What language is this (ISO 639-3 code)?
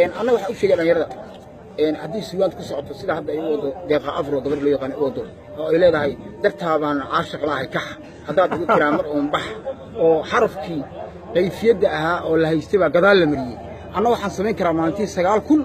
som